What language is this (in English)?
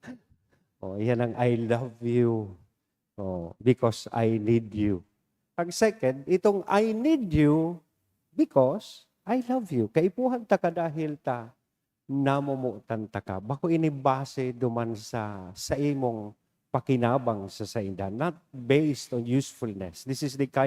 Bikol